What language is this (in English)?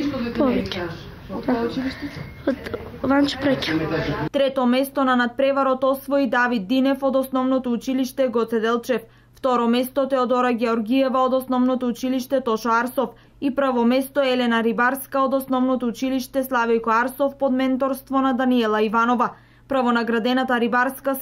Macedonian